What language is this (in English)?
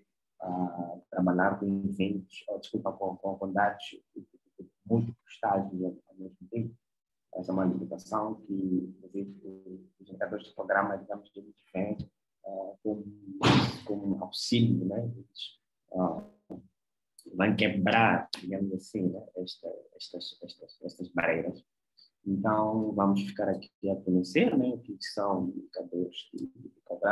Portuguese